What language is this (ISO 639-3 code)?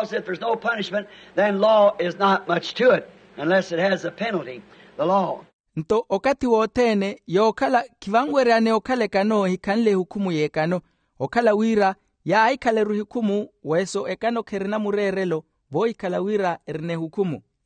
vmw